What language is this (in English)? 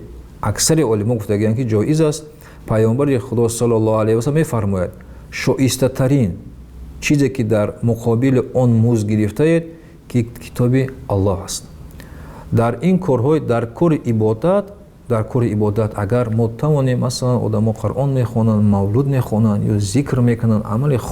Tajik